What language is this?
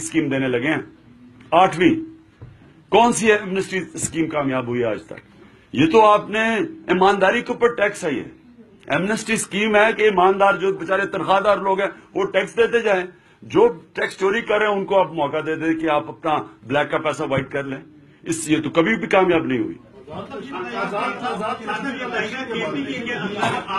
Urdu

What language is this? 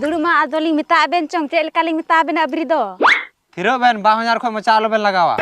Santali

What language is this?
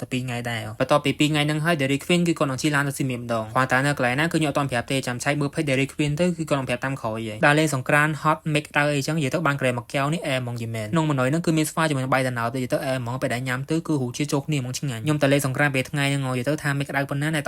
Khmer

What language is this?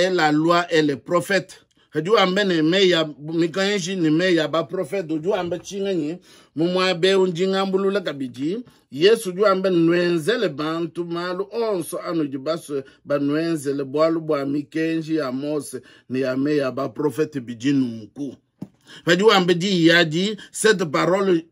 Luba-Lulua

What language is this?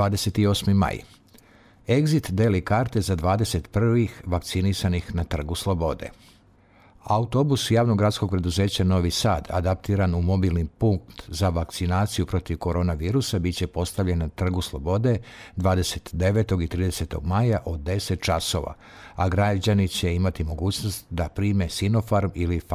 Serbian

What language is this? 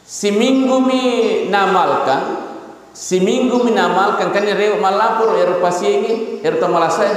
Buginese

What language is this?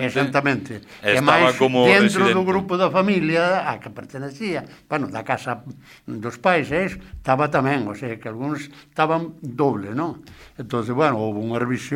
Galician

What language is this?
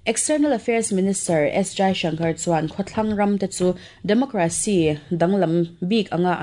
Mizo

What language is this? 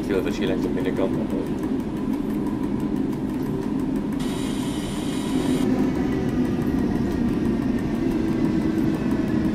Dutch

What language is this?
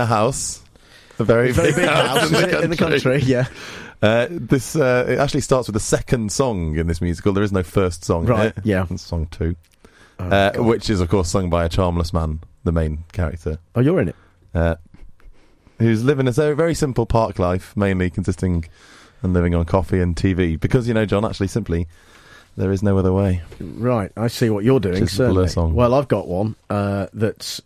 English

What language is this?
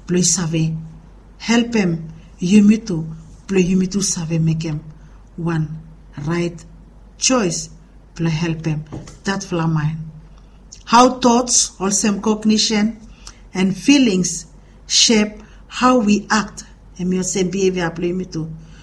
Bislama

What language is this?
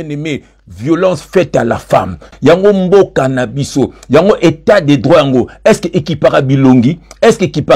Lingala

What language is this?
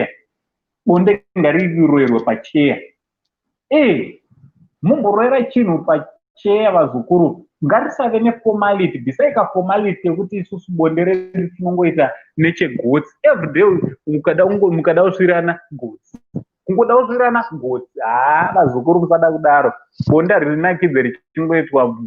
Shona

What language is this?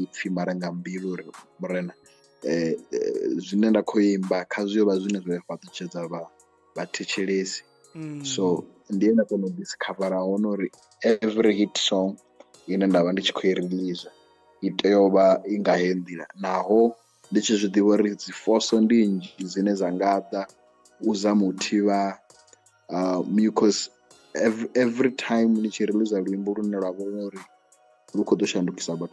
Venda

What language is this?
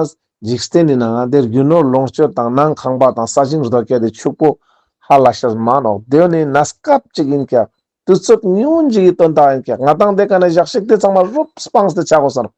Ladakhi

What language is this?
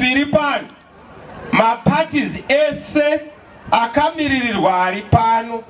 Shona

